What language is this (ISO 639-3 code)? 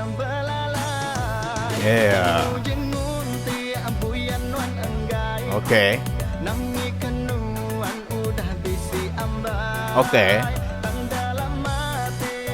iba